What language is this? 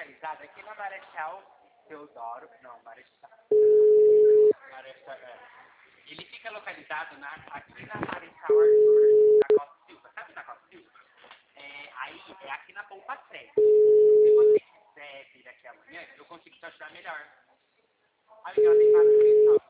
Portuguese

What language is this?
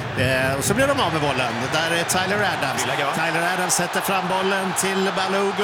Swedish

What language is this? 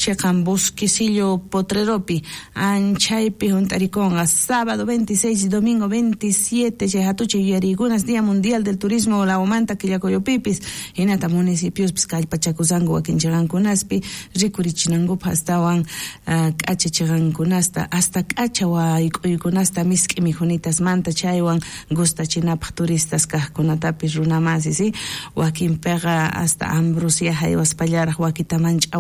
South Bolivian Quechua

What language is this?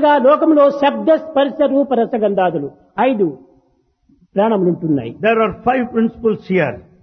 Telugu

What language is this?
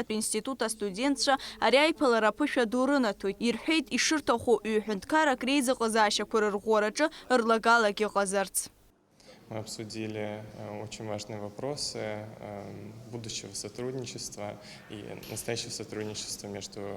Abkhazian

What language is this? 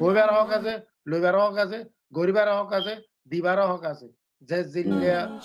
Rohingya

